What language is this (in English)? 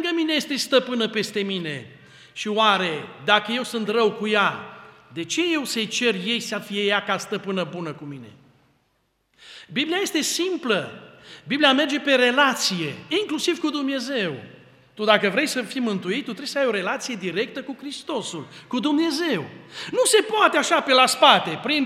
Romanian